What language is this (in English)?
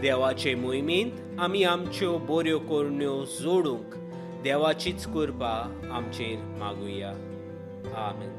Konkani